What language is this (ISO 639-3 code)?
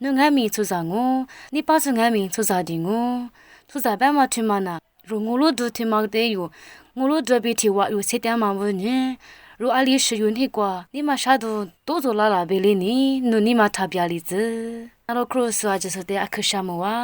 lis